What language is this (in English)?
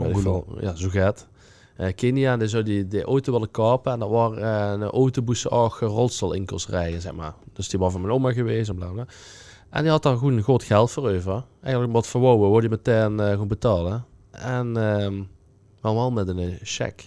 Limburgish